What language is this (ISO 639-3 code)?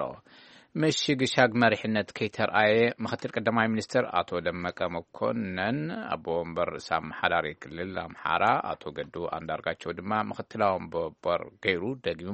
tir